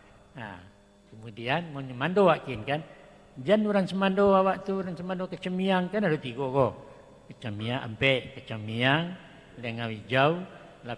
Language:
Minangkabau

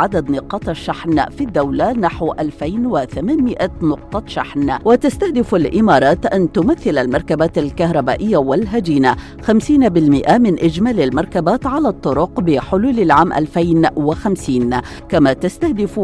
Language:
Arabic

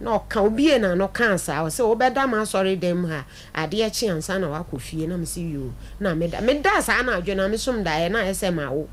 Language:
Akan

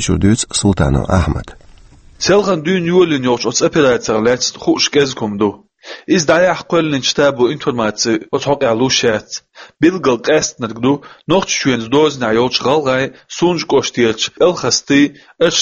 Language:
Chechen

